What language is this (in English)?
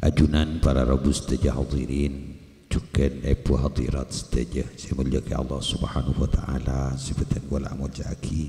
Madurese